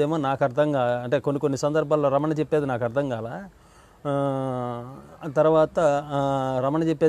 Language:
Telugu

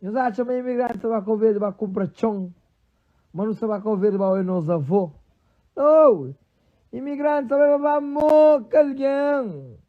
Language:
Kabuverdianu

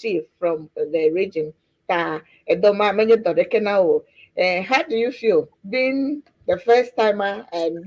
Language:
Ewe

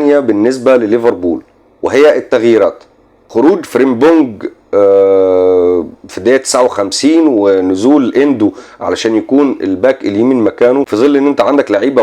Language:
Egyptian Arabic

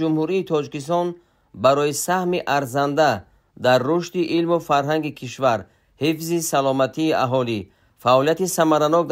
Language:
Tajik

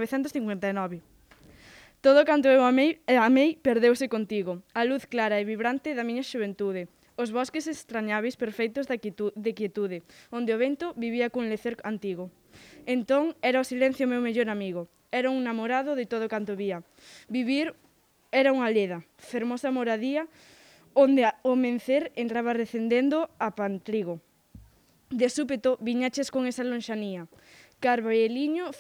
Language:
Galician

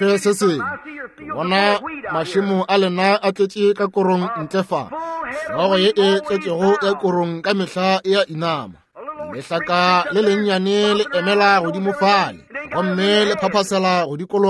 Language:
Northern Sotho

